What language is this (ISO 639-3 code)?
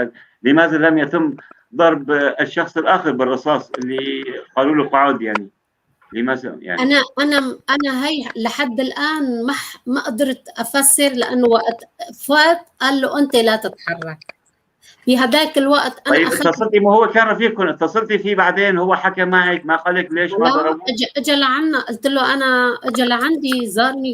apc